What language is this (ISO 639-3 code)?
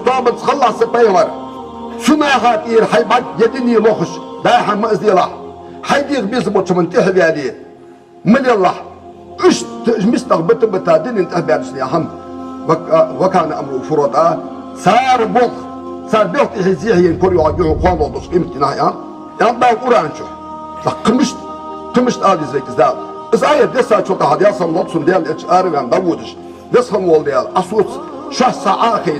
inh